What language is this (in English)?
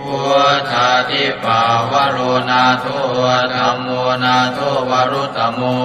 Pali